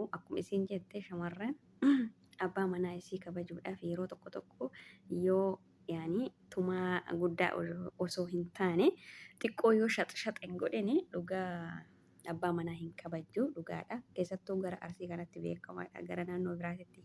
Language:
Oromo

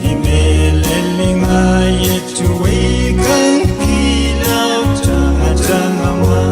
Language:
Pohnpeian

